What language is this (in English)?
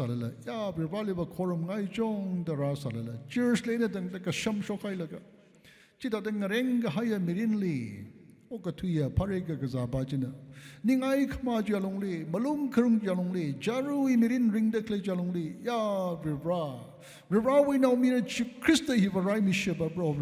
Tangkhul Naga (India)